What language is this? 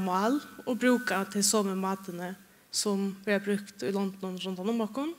Faroese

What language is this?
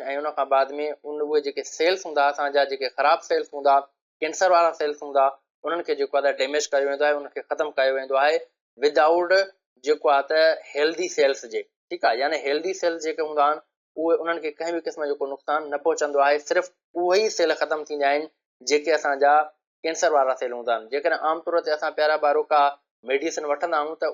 Sindhi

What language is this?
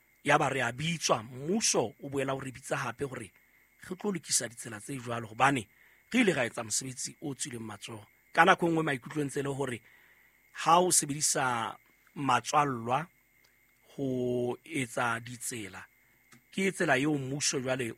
Southern Sotho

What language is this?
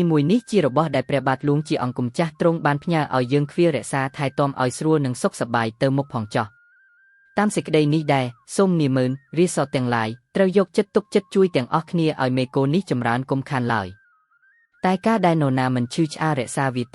Khmer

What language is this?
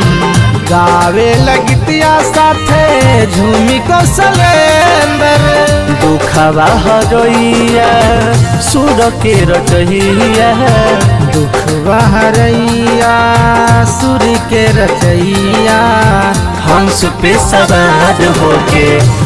Bhojpuri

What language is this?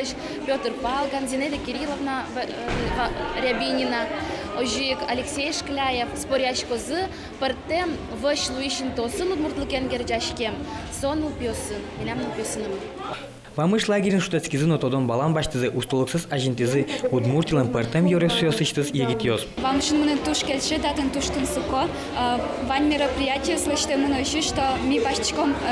Udmurt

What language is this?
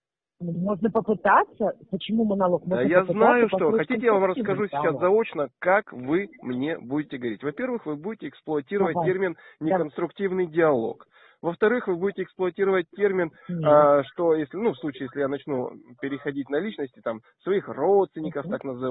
Russian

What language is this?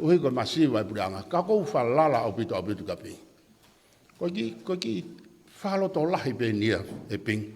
Tongan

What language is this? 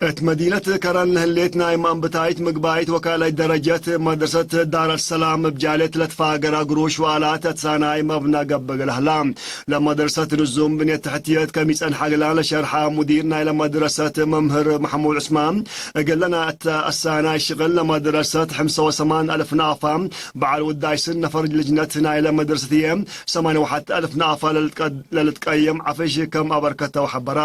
Tigre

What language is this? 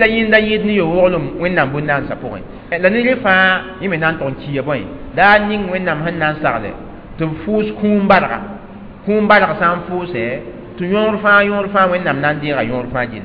Mossi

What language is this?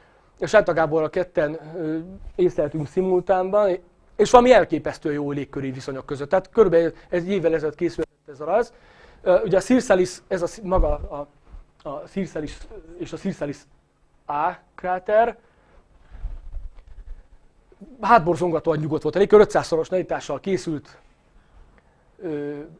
Hungarian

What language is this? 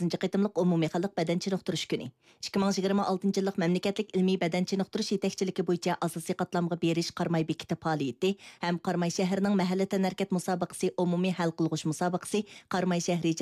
Uyghur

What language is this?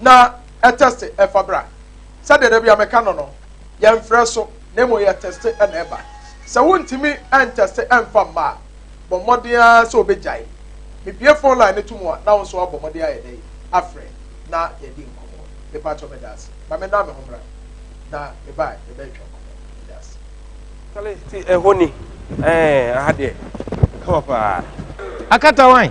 Akan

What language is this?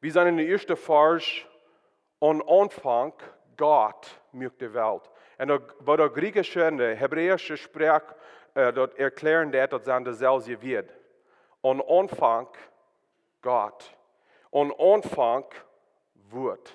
Plautdietsch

